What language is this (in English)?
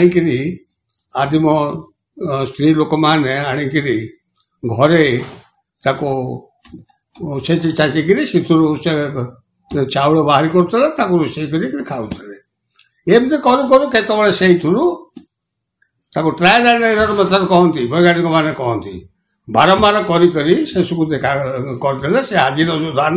Odia